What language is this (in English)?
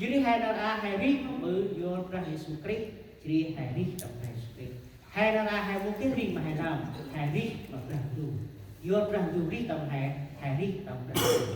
Central Mnong